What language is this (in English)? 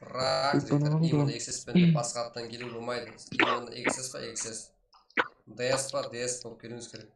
Kara-Kalpak